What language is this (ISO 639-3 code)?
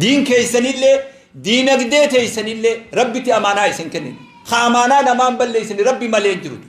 orm